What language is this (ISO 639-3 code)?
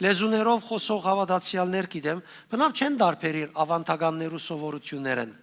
hyw